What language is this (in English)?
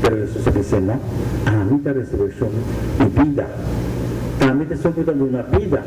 Papiamento